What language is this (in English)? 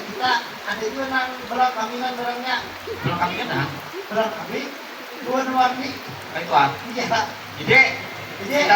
Banjar